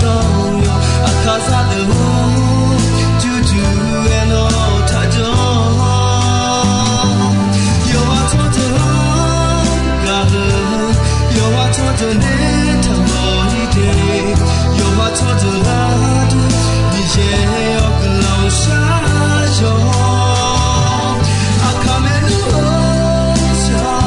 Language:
Akha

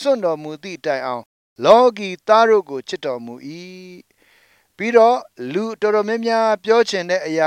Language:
Burmese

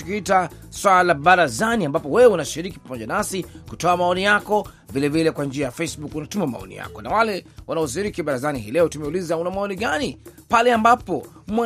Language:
Swahili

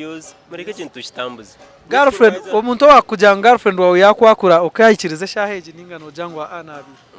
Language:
Nyankole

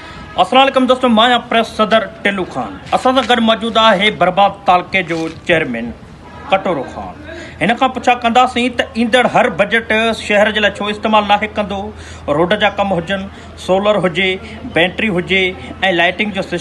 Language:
Sindhi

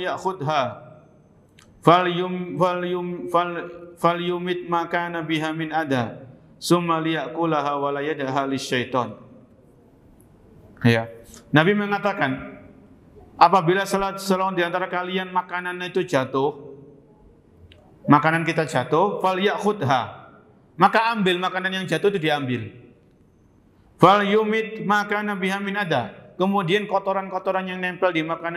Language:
Indonesian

